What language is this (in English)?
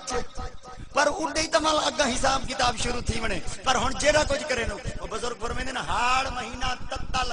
Saraiki